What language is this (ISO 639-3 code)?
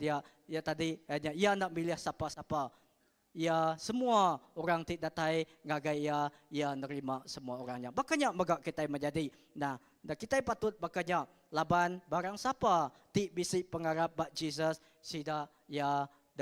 iba